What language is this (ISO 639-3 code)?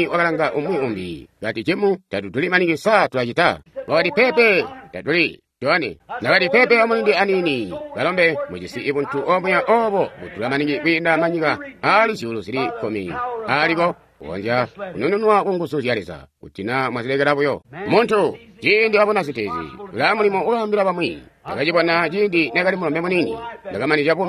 toi